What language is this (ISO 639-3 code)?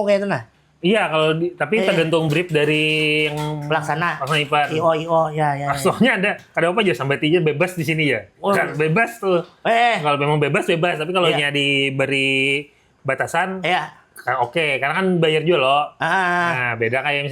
bjn